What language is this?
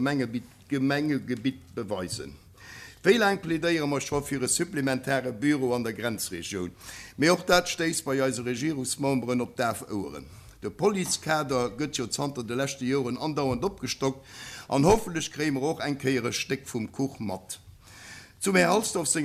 Luxembourgish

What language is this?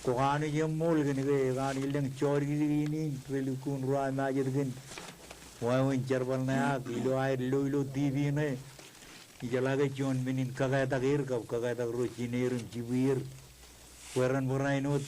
Marshallese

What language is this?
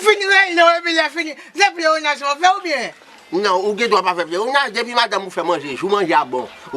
Haitian Creole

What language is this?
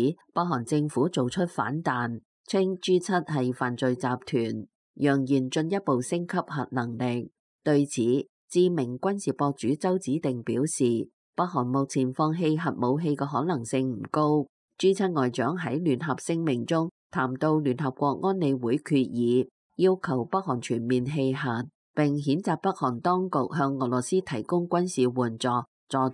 Cantonese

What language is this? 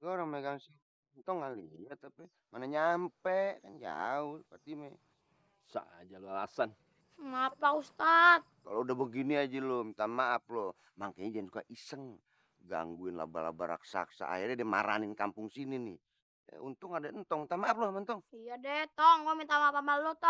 Betawi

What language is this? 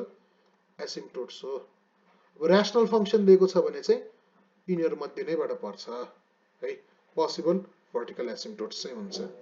Nepali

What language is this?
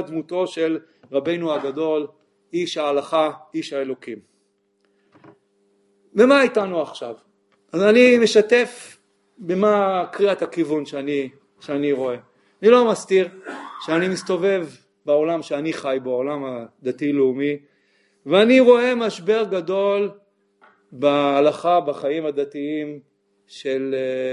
Hebrew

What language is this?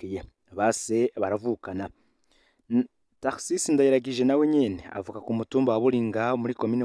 Rundi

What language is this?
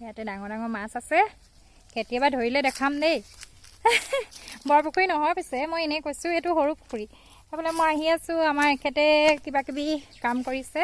Assamese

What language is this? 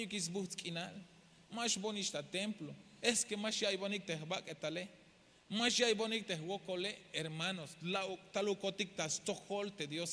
Tzeltal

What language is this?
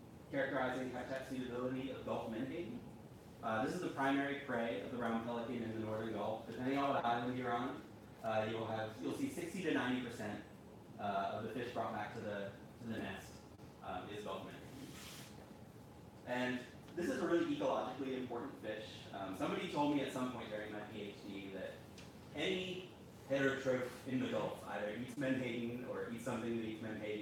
English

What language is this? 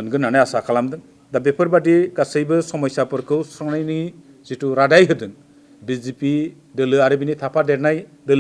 Bodo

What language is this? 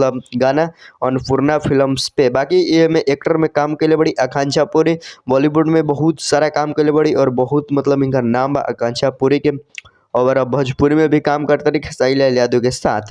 Bhojpuri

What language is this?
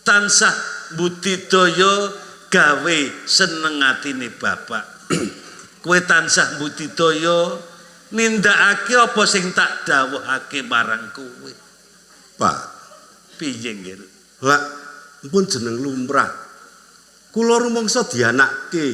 Javanese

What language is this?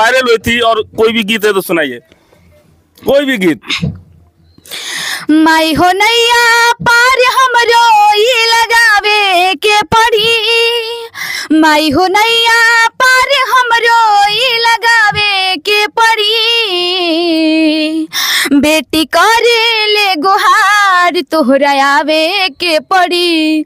Bhojpuri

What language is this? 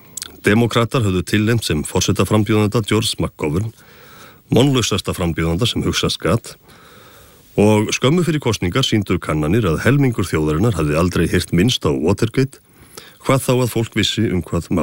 Icelandic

